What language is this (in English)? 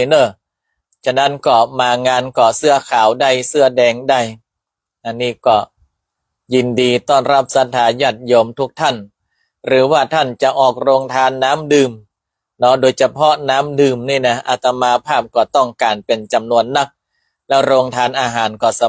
Northern Thai